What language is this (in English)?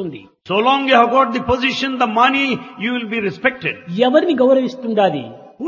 Telugu